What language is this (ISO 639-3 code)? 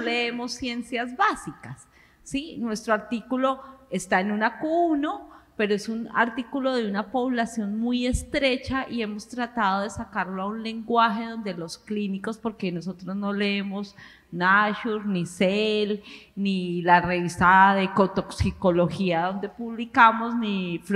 spa